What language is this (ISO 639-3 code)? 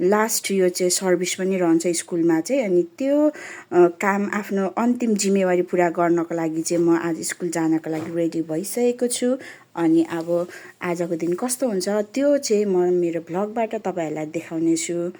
nep